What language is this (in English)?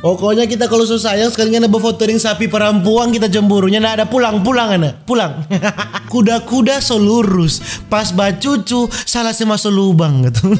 Manado Malay